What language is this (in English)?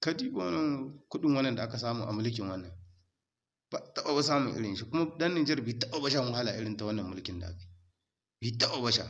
Hausa